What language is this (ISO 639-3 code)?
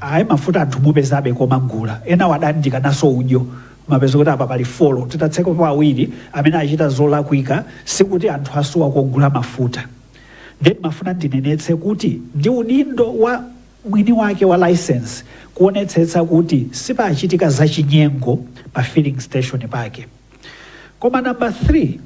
nya